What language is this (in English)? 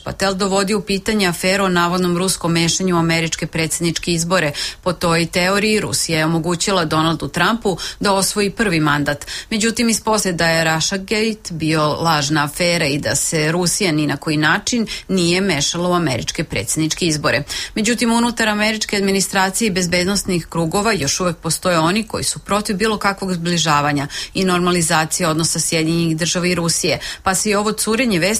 Serbian